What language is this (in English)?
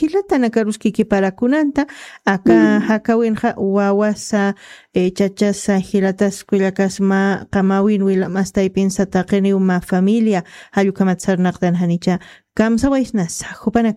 Aymara